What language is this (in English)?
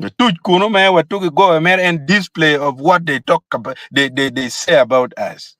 Acoli